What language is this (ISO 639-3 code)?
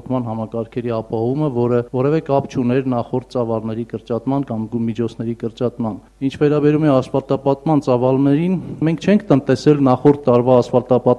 hye